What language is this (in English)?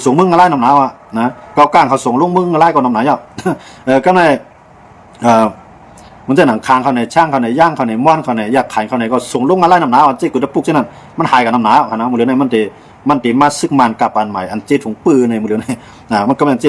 Shan